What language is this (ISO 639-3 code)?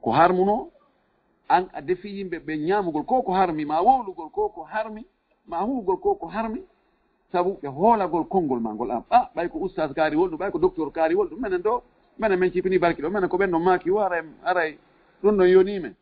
ful